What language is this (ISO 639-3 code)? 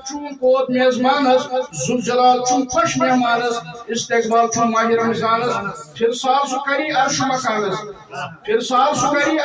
kas